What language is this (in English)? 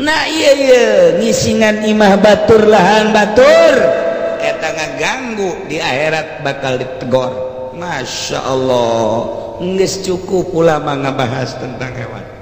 Sundanese